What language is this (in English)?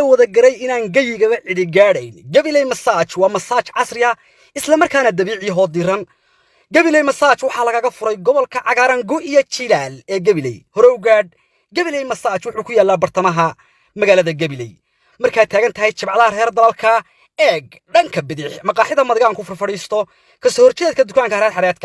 Somali